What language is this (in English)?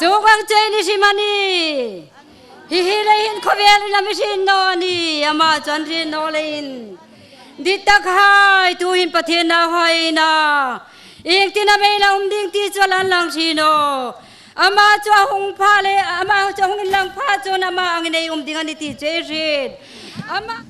Hmar